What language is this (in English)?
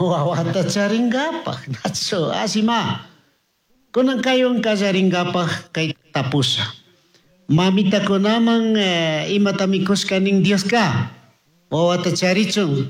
Chimborazo Highland Quichua